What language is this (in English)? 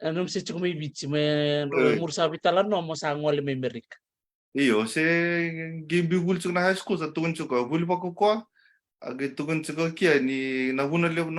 Fijian